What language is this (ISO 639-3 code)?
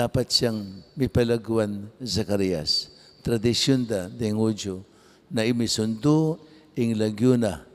pam